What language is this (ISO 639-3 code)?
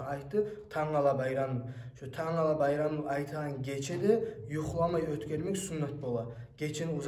kum